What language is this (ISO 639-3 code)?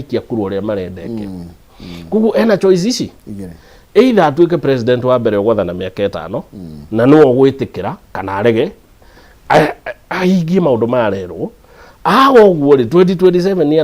kik